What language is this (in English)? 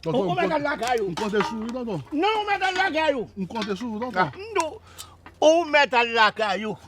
Haitian Creole